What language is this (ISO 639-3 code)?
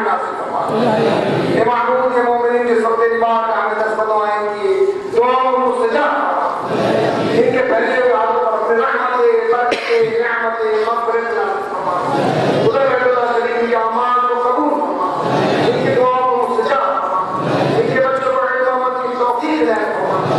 urd